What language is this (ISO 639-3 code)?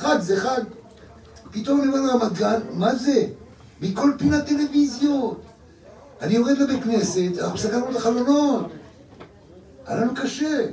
heb